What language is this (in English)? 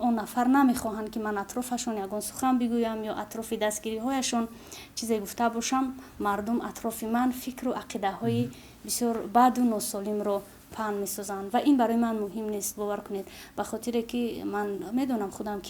Tajik